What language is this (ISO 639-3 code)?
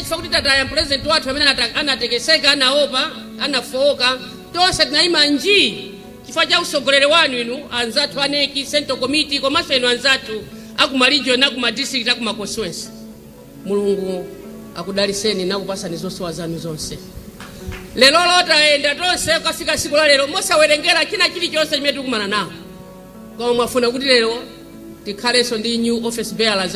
nya